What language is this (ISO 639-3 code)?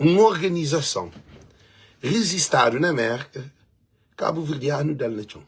kea